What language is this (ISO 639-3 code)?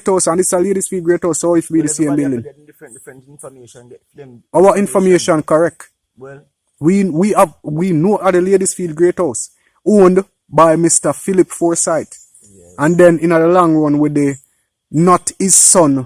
jam